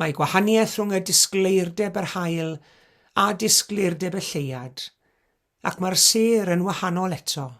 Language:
Welsh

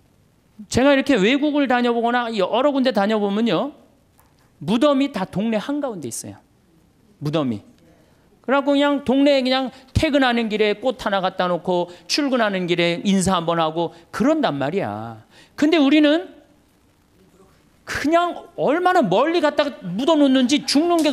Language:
Korean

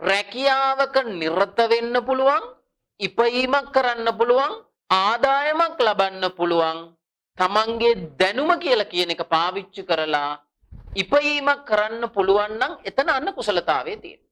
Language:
Sinhala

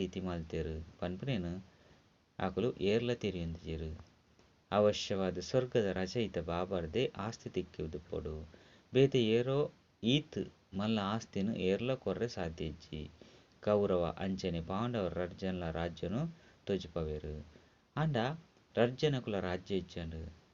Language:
Tulu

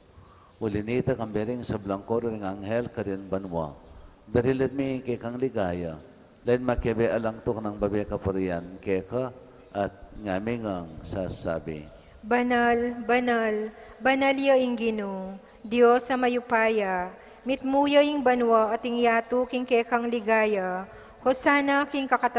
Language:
Pampanga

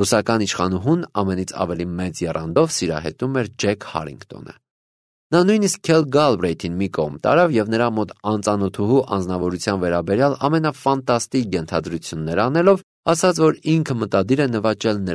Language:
Armenian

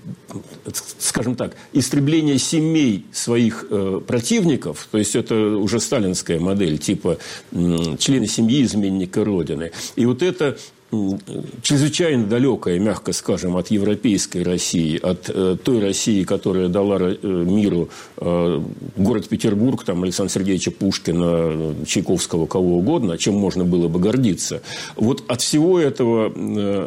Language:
Russian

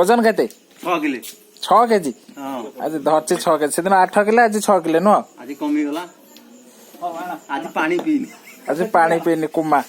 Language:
Odia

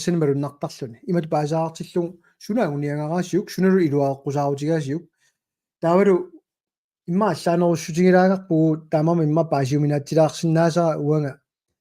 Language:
Kalaallisut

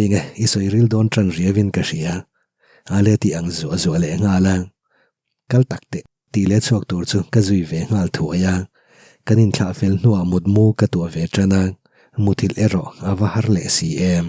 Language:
Mizo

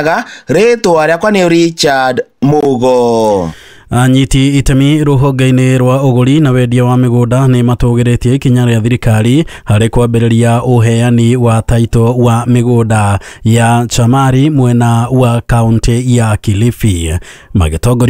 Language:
Kikuyu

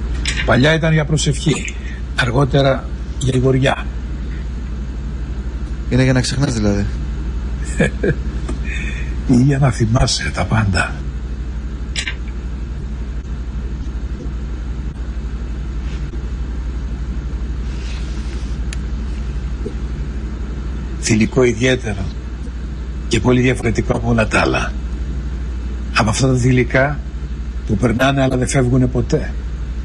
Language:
Greek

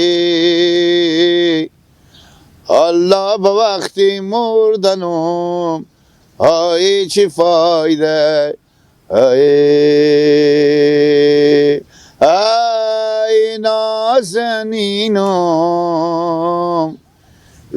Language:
Hazaragi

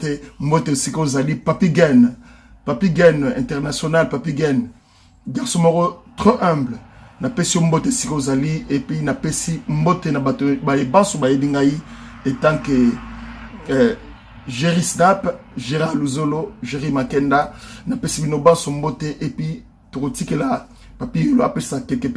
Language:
Lingala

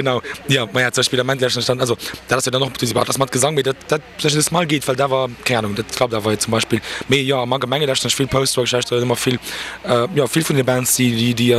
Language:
Luxembourgish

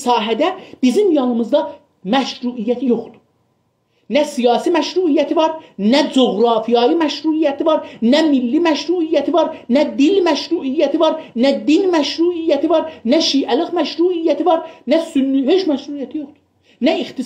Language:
South Azerbaijani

